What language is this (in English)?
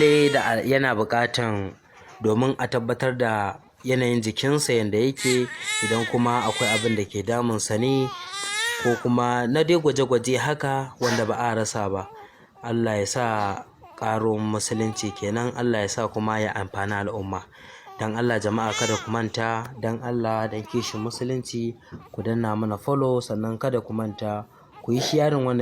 Hausa